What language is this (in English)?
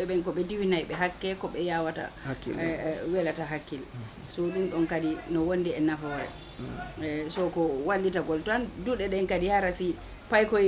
Fula